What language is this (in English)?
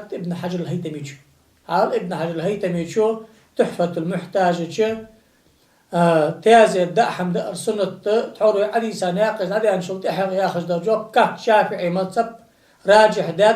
Ingush